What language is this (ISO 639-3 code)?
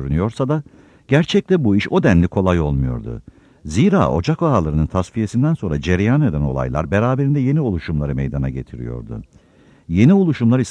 tur